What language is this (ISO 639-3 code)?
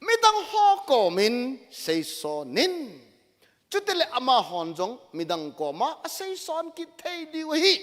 tcz